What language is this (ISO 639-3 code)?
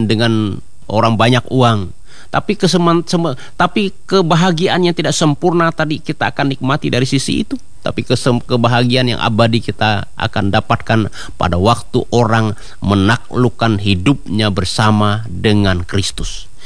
ind